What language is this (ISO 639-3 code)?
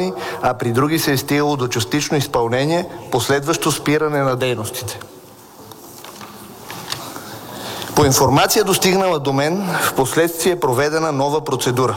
bul